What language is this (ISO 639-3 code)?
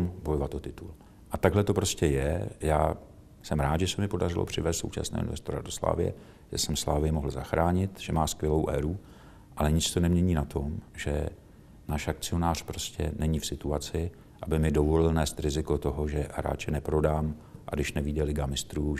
ces